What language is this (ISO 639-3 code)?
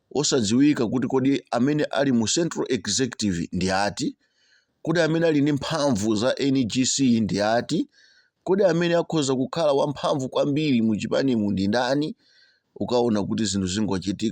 nya